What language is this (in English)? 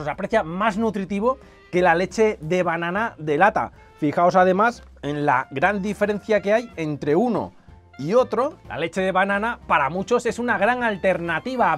Spanish